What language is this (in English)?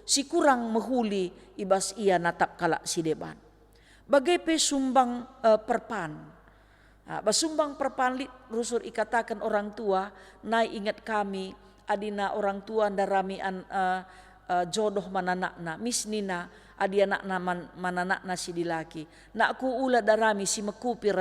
Batak Karo